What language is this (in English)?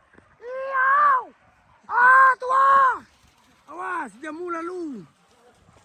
Minangkabau